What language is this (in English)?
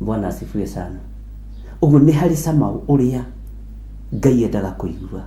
Kikuyu